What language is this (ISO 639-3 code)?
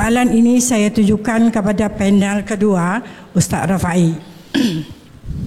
msa